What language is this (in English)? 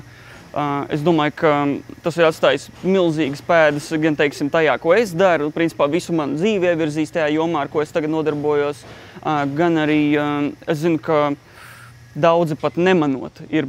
Latvian